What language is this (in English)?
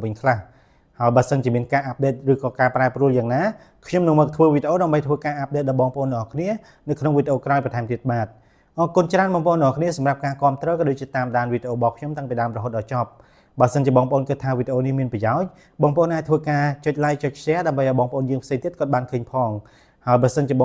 Khmer